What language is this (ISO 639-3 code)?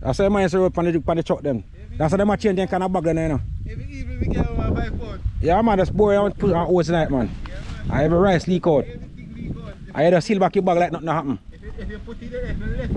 jam